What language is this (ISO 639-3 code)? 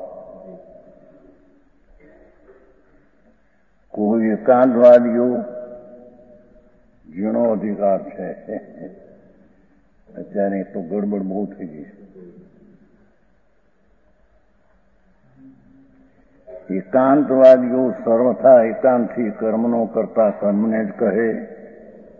guj